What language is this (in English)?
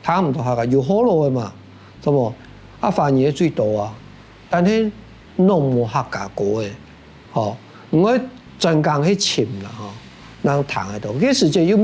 Hakka Chinese